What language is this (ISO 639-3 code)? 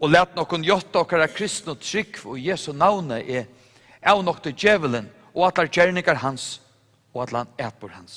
fao